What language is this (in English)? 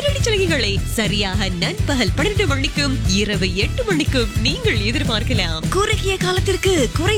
Tamil